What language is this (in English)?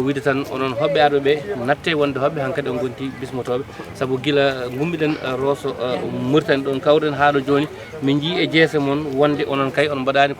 Fula